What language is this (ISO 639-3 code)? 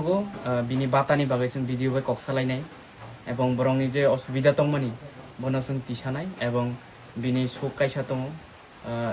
trp